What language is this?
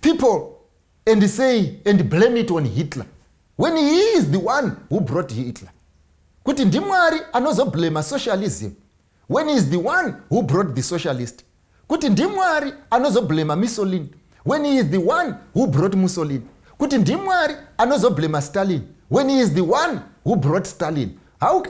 Shona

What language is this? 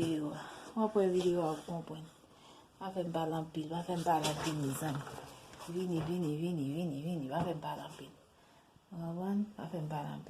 Haitian Creole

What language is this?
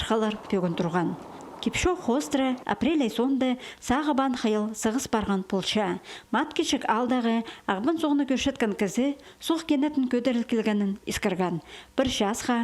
Khakas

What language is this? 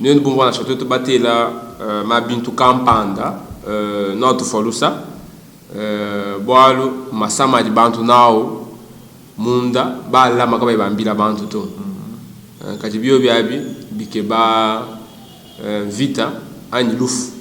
Luba-Lulua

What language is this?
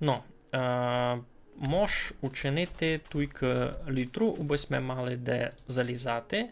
Rusyn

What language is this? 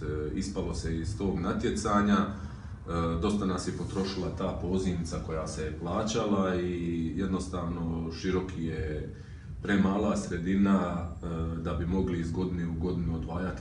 Croatian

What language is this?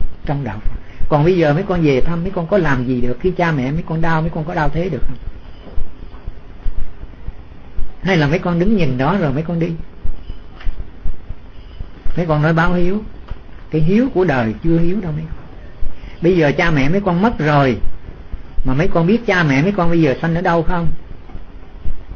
Vietnamese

